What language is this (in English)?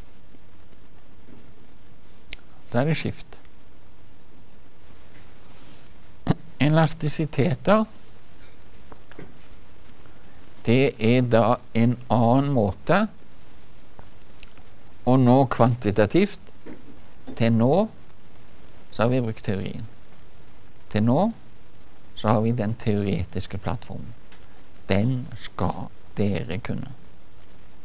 Norwegian